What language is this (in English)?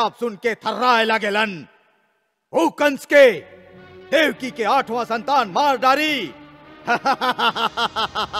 Bhojpuri